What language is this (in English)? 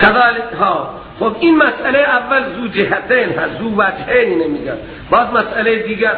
Persian